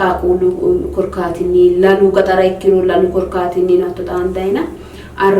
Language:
Sidamo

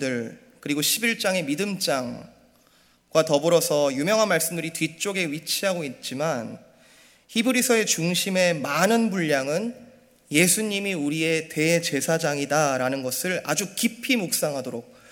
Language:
Korean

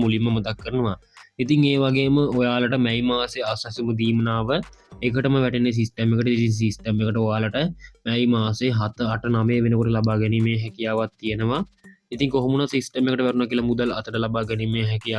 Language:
Sinhala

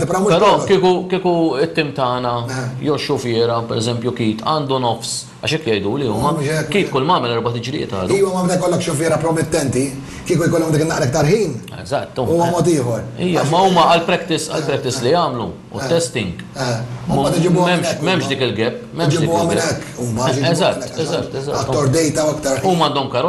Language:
Maltese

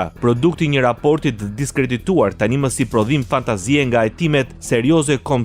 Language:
Albanian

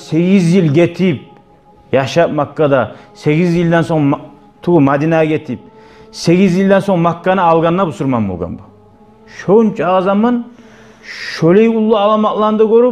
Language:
Kumyk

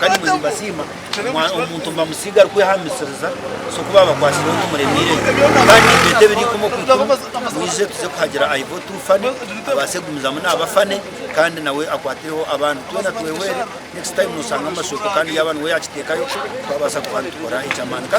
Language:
Nyankole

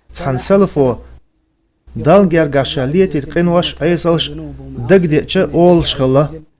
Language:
Chechen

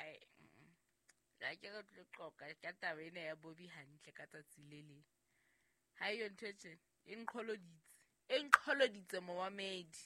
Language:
Southern Sotho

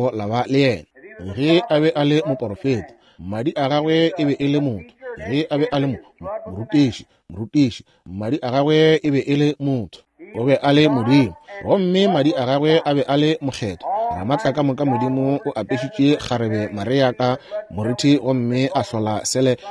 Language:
Northern Sotho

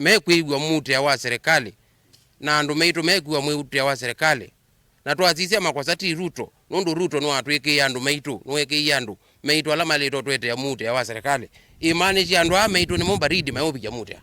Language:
Kamba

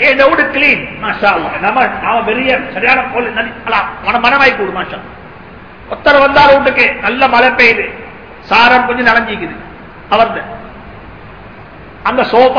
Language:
Tamil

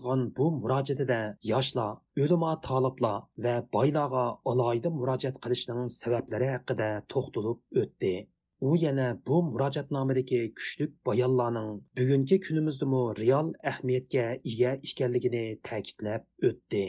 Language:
Uyghur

